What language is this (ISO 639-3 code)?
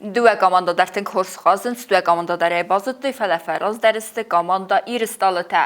oss